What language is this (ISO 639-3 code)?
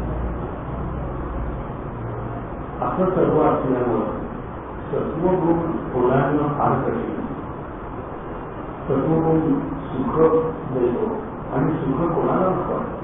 mar